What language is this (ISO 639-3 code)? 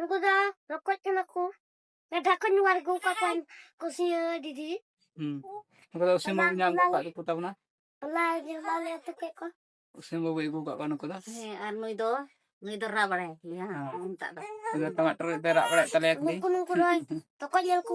sat